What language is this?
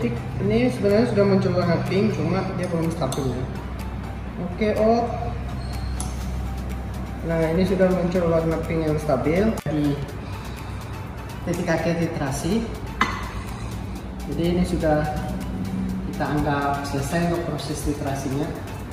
Indonesian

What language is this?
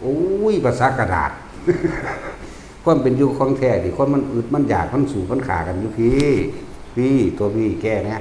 Lao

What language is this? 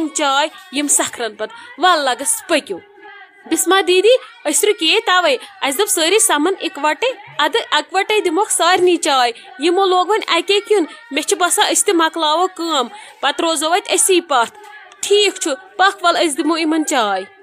Kashmiri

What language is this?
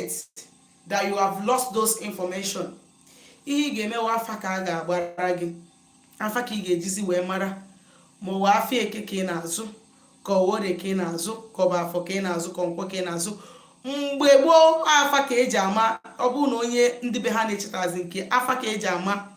Igbo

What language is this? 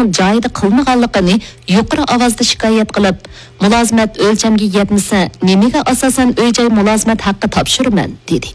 Uyghur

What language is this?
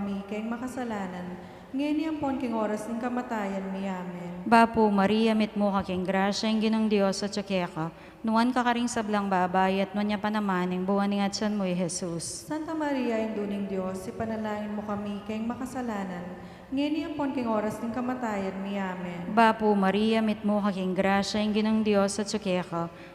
Pampanga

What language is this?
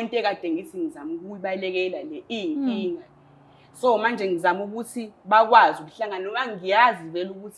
Zulu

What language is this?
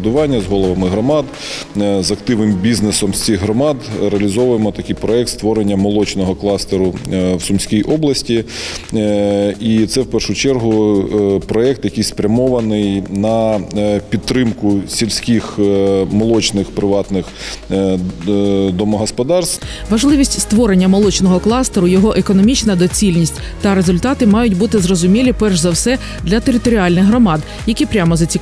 Ukrainian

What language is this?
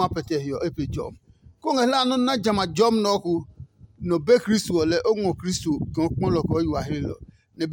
Adangme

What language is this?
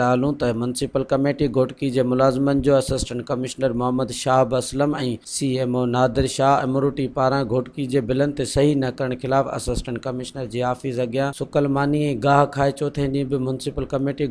Sindhi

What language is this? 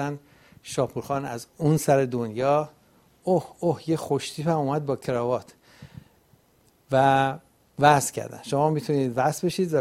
Persian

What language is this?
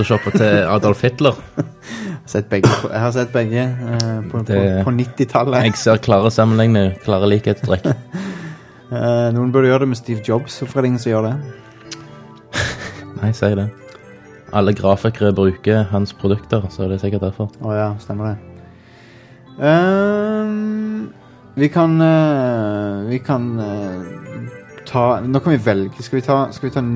Norwegian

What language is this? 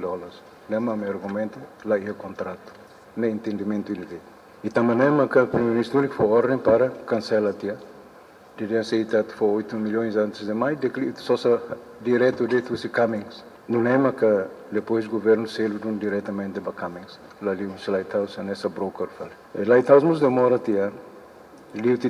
Tetum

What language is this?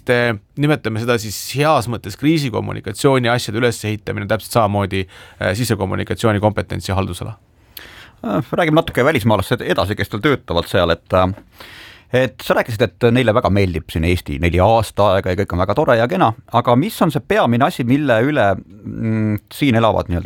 Estonian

